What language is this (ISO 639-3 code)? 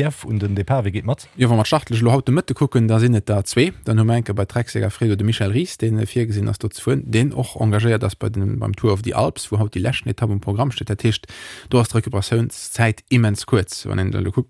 ltz